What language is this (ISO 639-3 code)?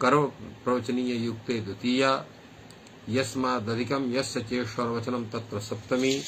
san